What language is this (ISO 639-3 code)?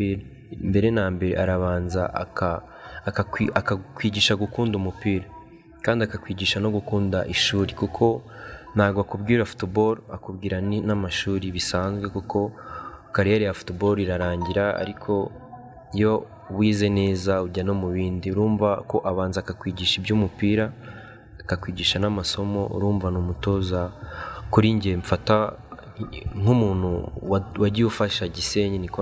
kin